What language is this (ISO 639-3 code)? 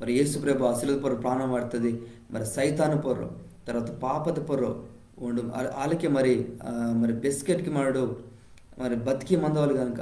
kff